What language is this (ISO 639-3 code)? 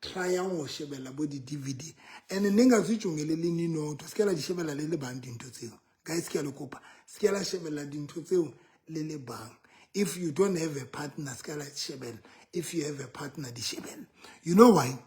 sot